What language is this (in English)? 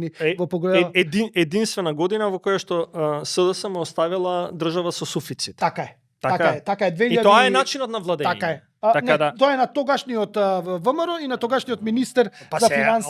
Macedonian